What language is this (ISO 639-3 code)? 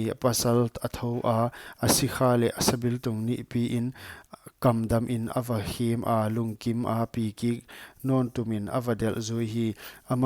pck